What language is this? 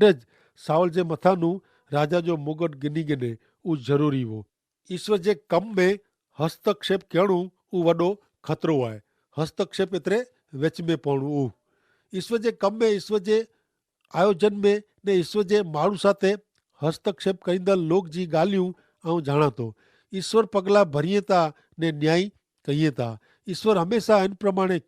Kachhi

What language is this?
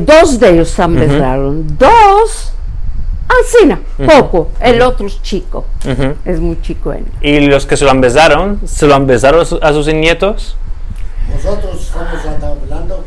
Ladino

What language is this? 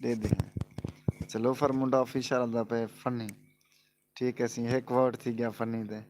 Saraiki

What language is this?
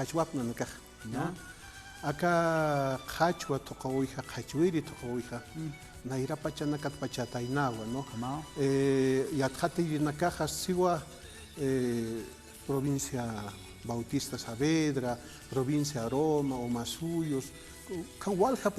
Aymara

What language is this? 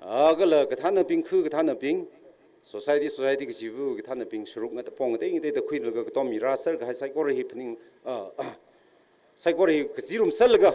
Tangkhul Naga (India)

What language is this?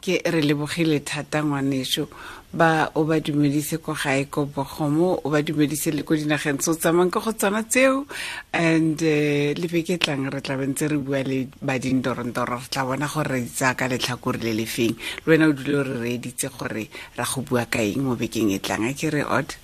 Tswana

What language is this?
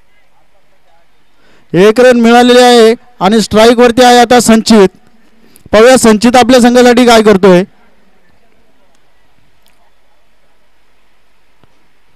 Marathi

